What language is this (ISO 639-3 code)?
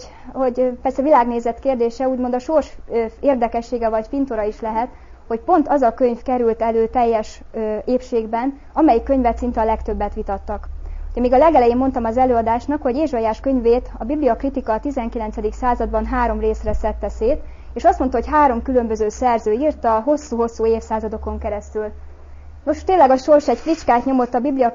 hun